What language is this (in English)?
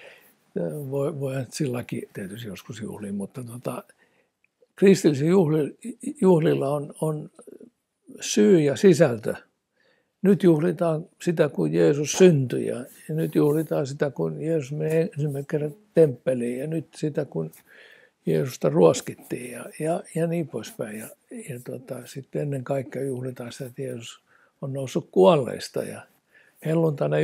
Finnish